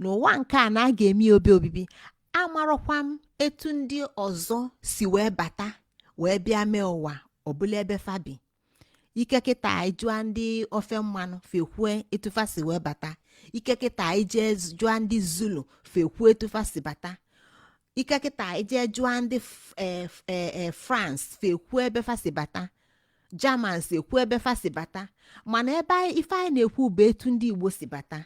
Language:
Igbo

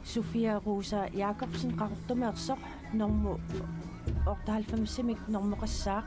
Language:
Kalaallisut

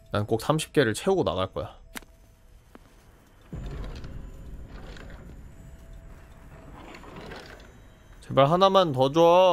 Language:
Korean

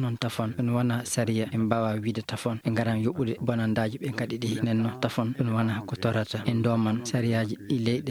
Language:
Fula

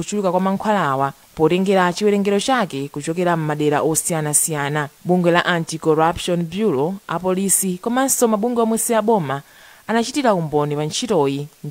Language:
Nyanja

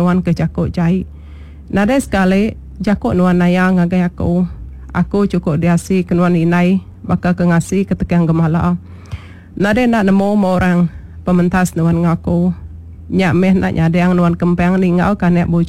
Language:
Iban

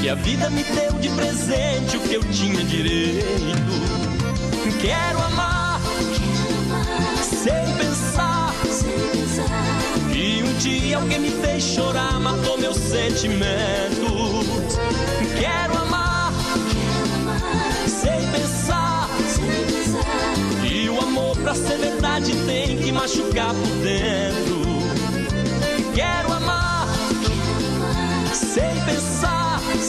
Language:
Portuguese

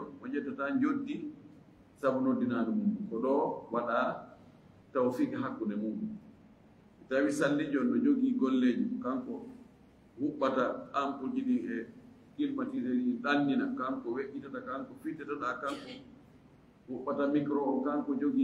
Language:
Fula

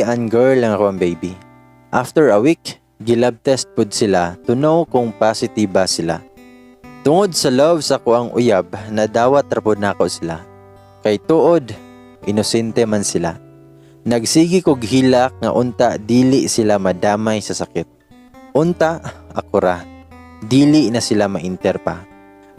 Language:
Cebuano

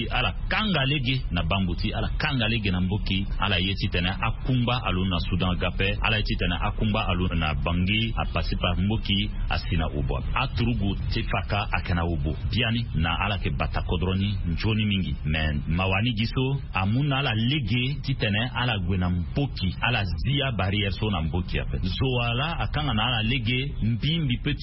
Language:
Sango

